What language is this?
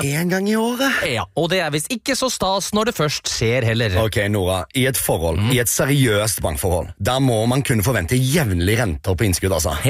Norwegian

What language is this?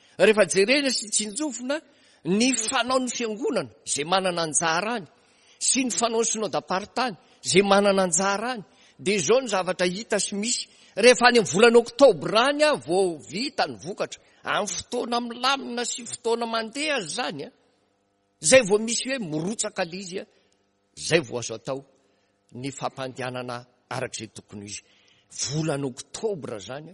Malagasy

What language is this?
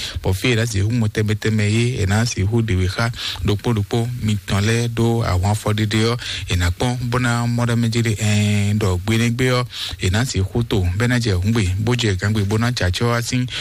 Fon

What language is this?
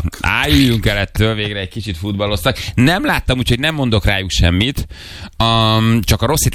Hungarian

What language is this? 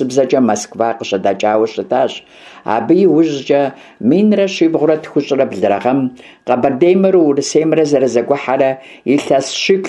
Kabardian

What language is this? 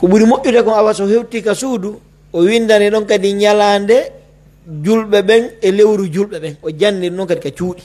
Pular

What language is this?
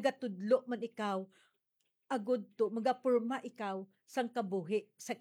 Hiligaynon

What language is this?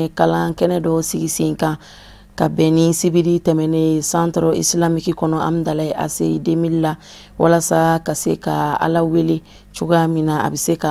Bambara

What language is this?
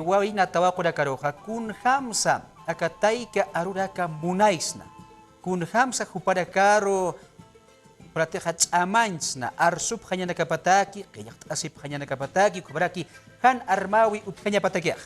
Aymara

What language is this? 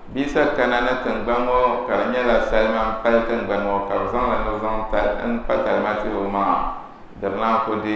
Dagbani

